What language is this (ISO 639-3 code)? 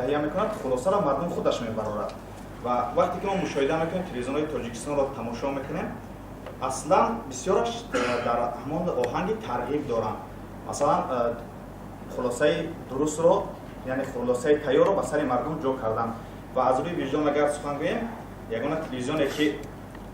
tgk